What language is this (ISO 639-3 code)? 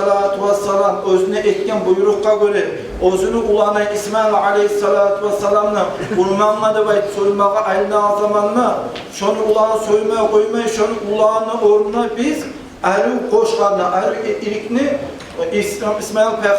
kum